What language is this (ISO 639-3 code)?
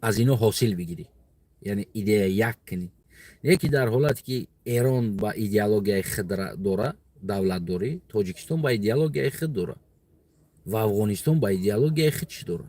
tgk